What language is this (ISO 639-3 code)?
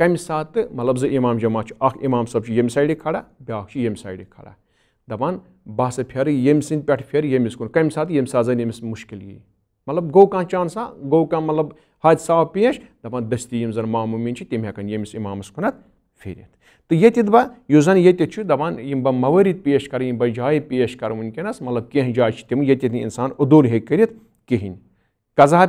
kas